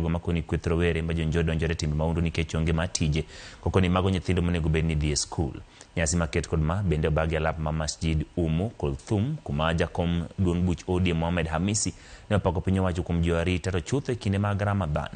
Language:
Luo (Kenya and Tanzania)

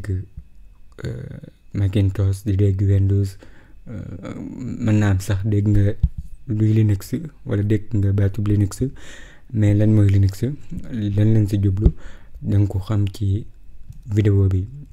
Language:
Wolof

